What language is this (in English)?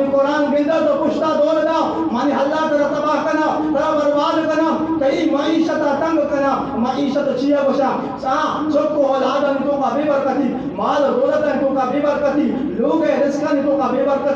Baluchi